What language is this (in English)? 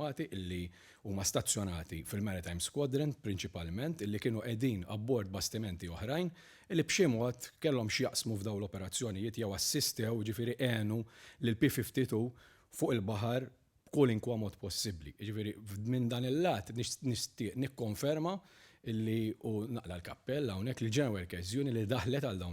Maltese